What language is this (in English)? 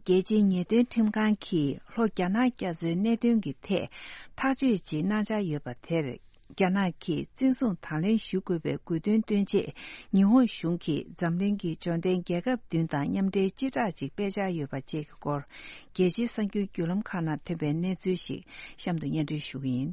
Tibetan